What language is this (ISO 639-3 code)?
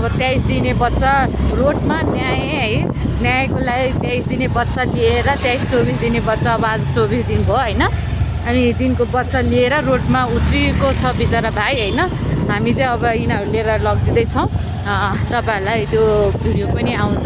nep